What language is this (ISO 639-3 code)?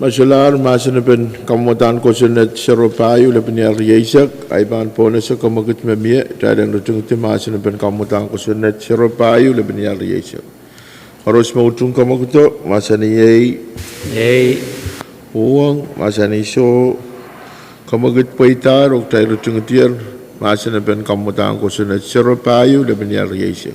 pon